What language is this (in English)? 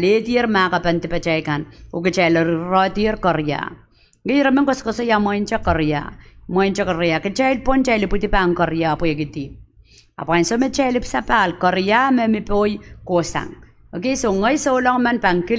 Pohnpeian